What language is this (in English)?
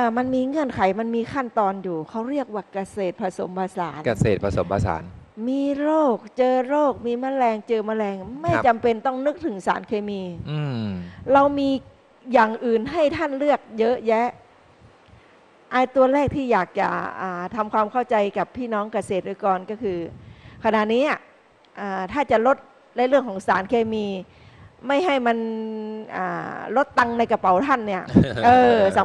Thai